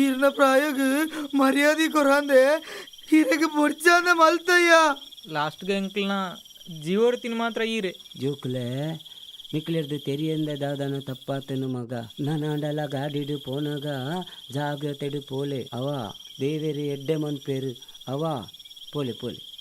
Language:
Tulu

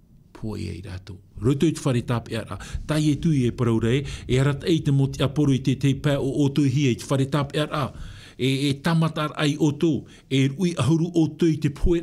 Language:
Tahitian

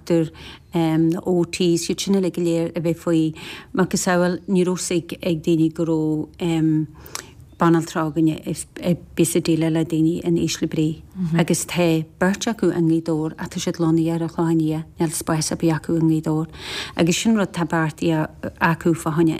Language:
Irish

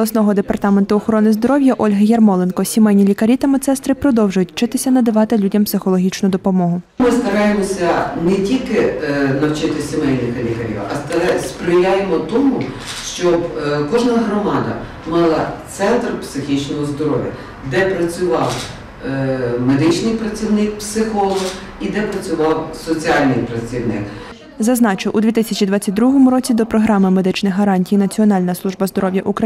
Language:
Ukrainian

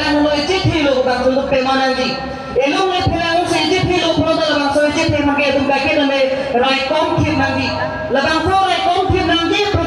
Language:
Karbi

